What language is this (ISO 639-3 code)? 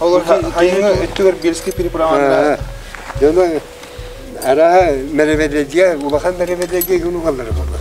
sah